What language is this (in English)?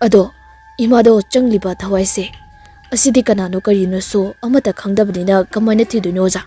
Manipuri